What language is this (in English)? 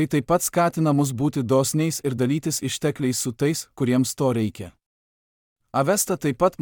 Lithuanian